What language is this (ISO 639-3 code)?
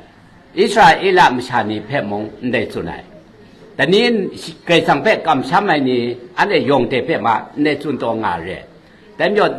kac